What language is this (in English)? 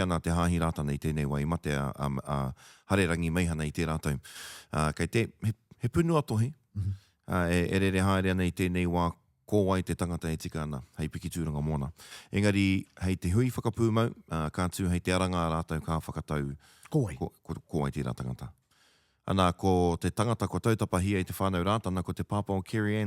Māori